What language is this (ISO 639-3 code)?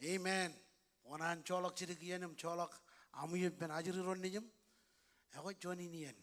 mah